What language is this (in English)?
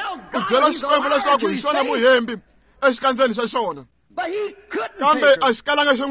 Tsonga